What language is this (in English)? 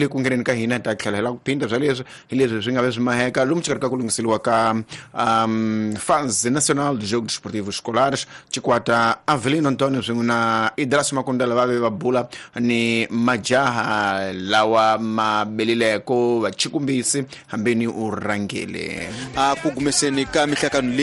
Tsonga